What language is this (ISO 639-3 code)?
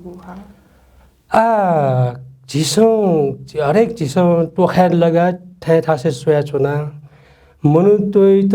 new